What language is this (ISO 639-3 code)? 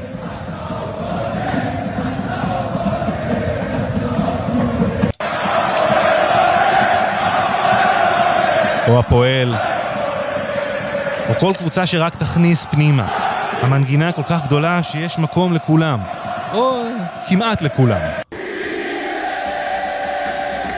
heb